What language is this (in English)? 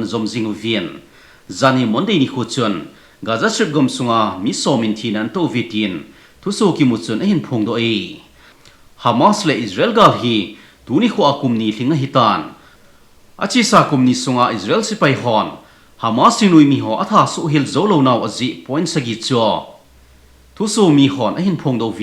Thado Chin